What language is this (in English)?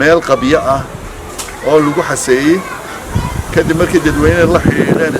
Somali